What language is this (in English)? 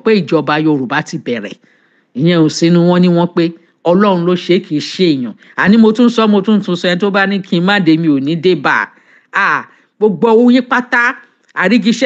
Yoruba